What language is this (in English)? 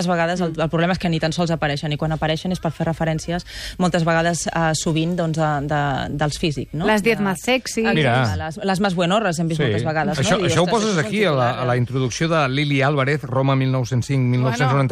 Catalan